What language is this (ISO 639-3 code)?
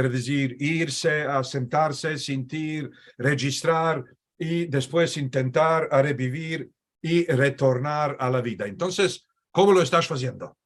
lad